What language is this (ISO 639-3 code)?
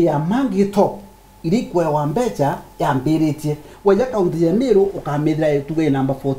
mer